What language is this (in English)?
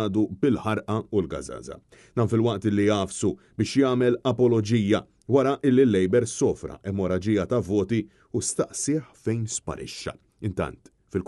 Maltese